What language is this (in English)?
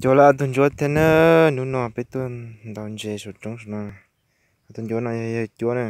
Hmong